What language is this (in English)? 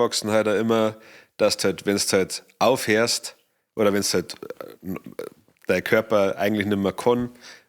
Bavarian